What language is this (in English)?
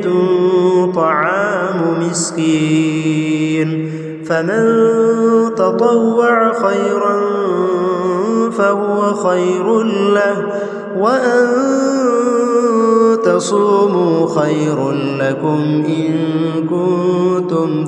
Arabic